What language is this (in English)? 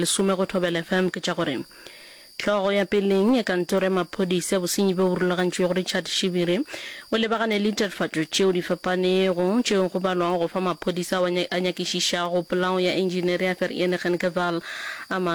Northern Sotho